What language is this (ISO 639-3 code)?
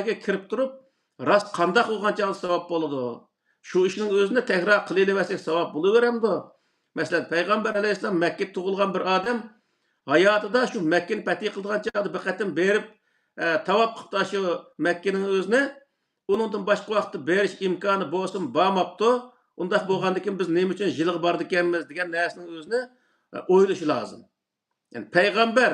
uig